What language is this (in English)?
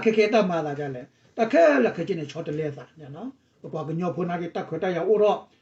S'gaw Karen